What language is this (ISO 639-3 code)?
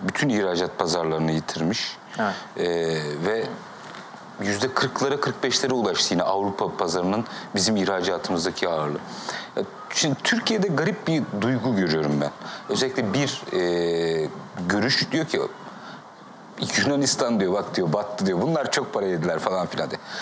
tur